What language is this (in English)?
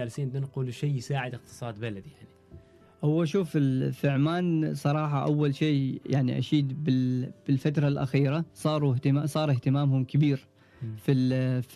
Gulf Arabic